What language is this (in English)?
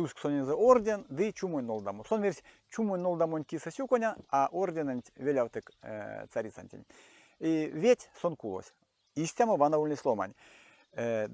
Erzya